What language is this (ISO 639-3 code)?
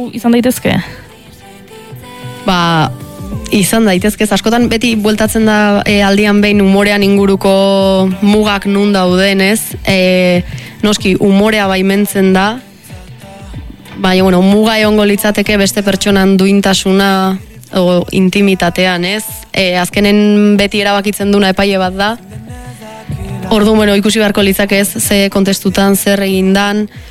eus